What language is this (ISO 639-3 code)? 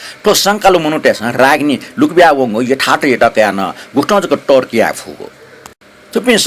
new